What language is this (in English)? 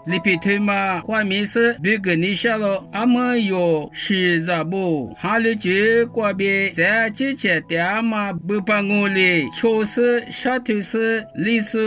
Lisu